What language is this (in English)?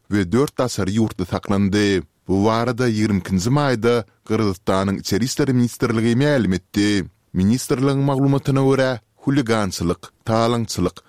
Turkmen